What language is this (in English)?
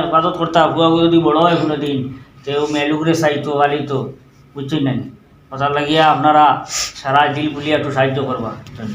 Sylheti